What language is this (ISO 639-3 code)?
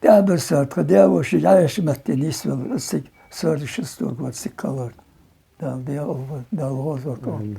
che